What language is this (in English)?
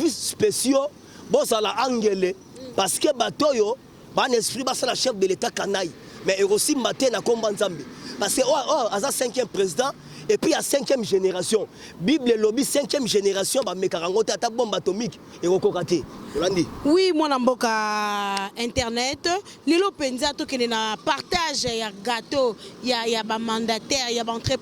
Lingala